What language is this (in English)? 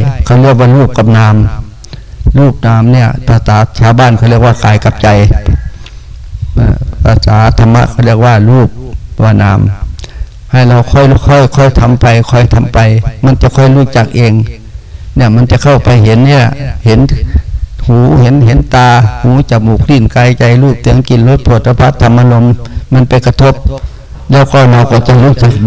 Thai